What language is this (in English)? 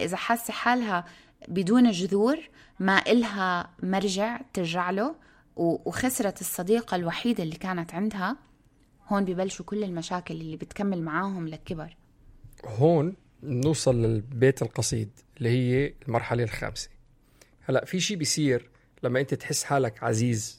North Levantine Arabic